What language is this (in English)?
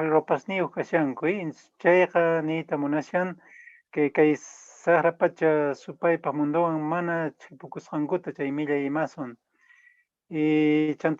Quechua